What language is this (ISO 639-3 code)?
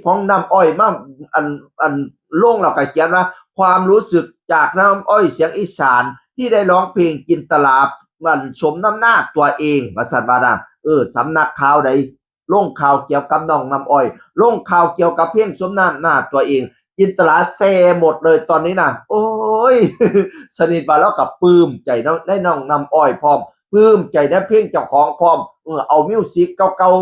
tts